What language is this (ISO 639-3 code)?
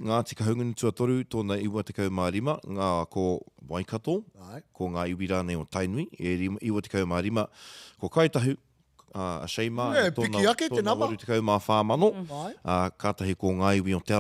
mri